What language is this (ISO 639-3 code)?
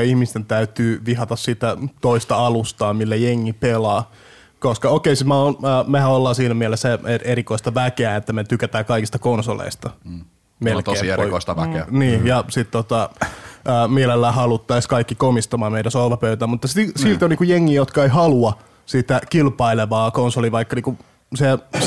fin